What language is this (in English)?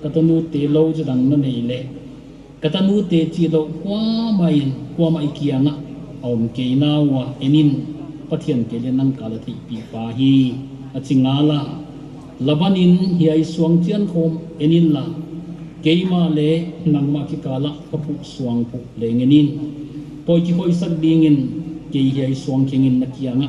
Paite Chin